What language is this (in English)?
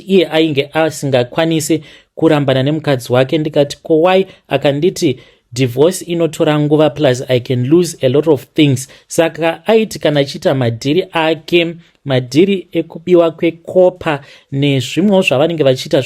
Shona